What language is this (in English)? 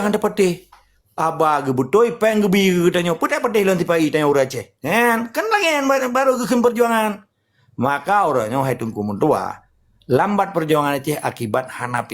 Achinese